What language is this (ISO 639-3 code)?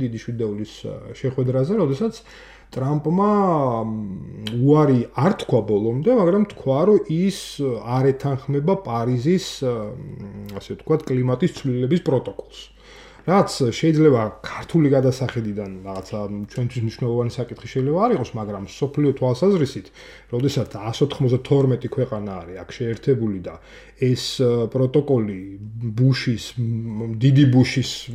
kat